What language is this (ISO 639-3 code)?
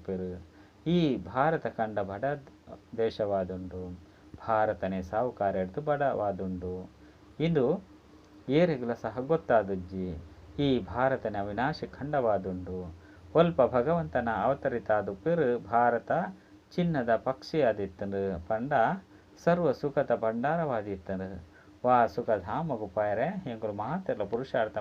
tcy